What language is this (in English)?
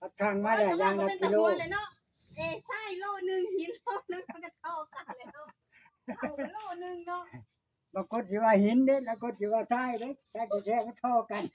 Northeastern Thai